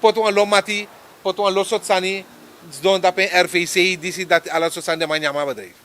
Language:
Sranan Tongo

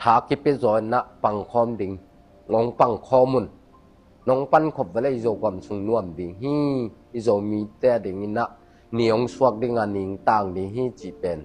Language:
Tedim Chin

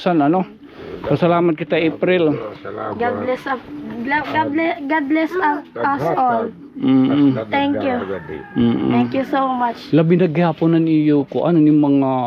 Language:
Waray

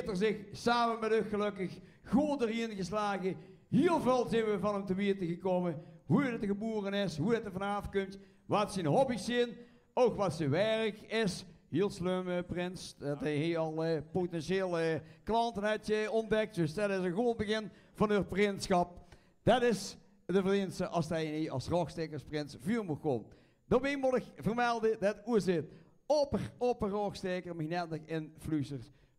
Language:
Limburgish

